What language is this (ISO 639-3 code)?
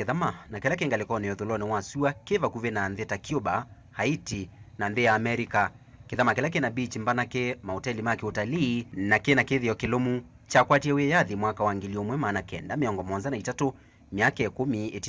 kam